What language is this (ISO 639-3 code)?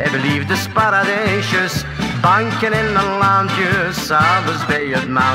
nld